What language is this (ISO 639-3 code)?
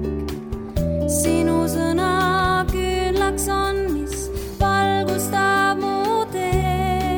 est